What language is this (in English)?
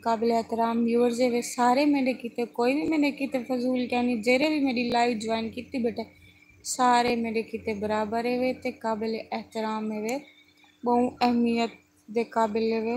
Saraiki